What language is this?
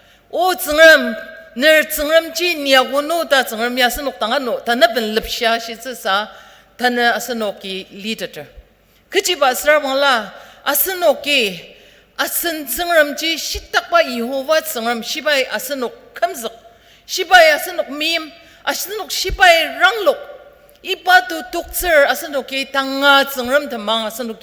Ao Naga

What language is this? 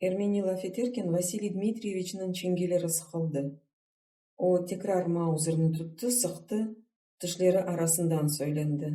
Crimean Tatar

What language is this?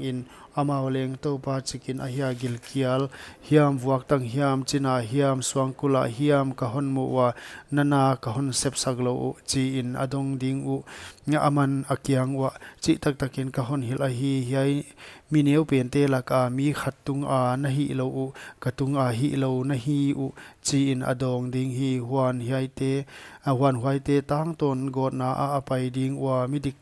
Paite Chin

